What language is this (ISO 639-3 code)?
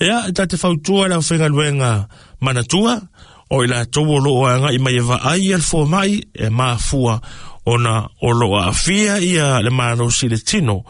smo